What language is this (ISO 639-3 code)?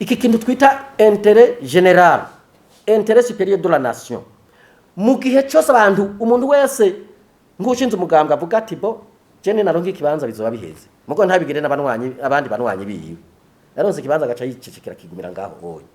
run